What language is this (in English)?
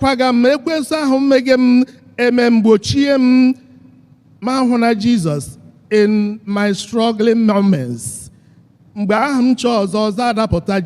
Igbo